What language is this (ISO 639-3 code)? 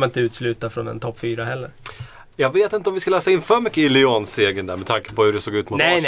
swe